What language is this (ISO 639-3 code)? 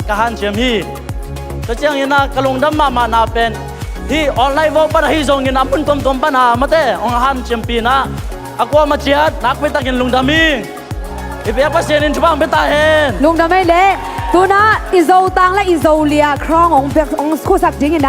ctd